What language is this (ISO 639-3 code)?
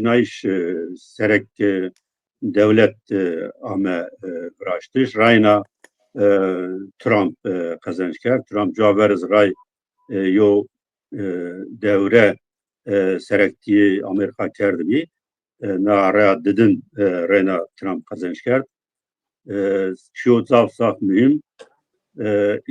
zza